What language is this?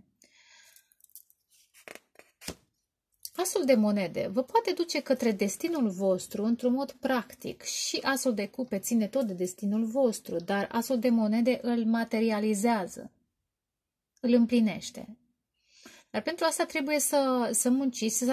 Romanian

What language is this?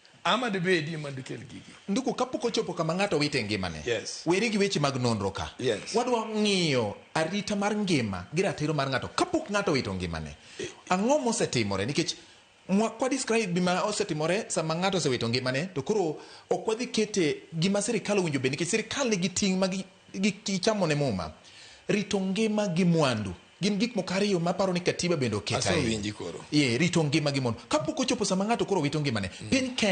Luo (Kenya and Tanzania)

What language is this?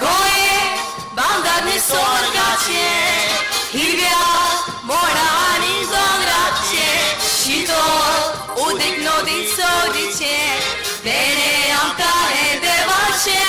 Konkani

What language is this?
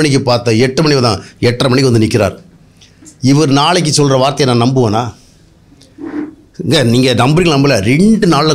Tamil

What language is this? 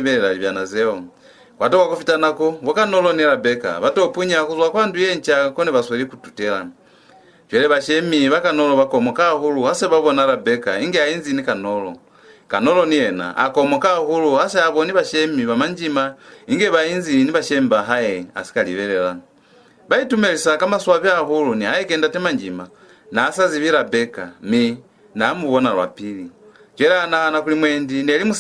Lozi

